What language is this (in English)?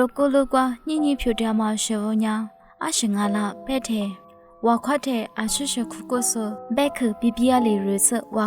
Lisu